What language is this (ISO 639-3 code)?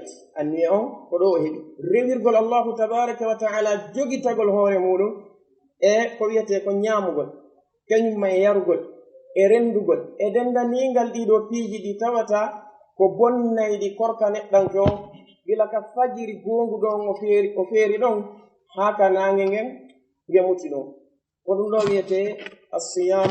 ful